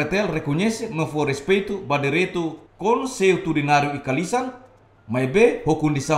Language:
Tetum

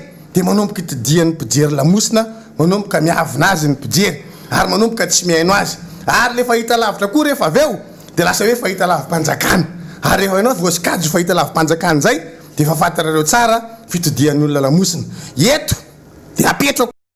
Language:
Malagasy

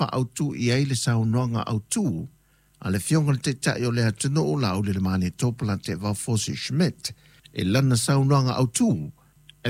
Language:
Samoan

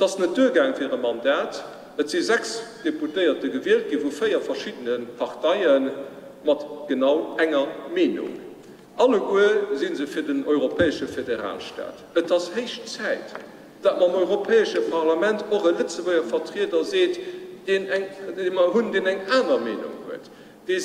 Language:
Luxembourgish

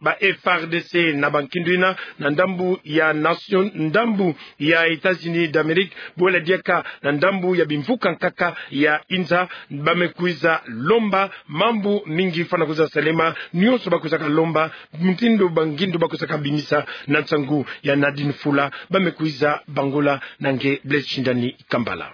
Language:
Kituba (Democratic Republic of Congo)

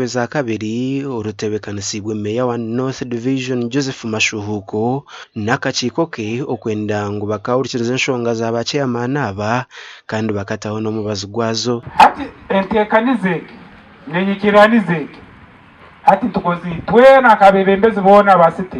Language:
Nyankole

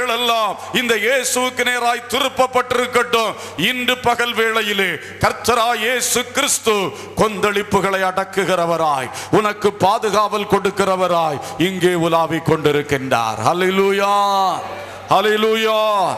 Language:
Tamil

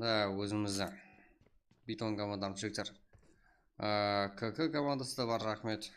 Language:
Kara-Kalpak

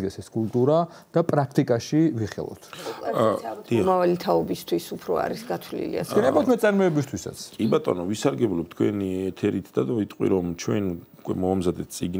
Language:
Georgian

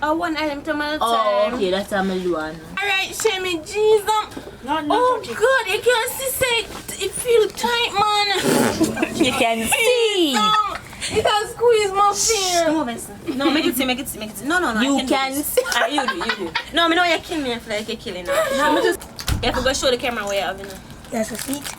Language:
Jamaican Creole English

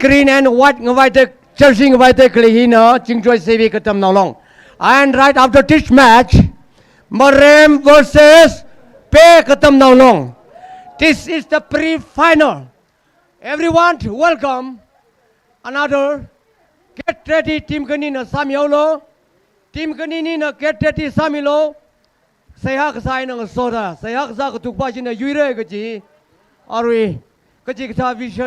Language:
Tangkhul Naga (India)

